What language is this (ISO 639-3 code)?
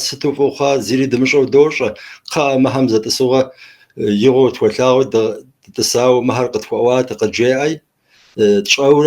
kbd